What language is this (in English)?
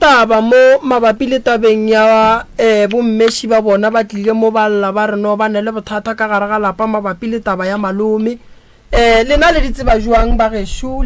Northern Sotho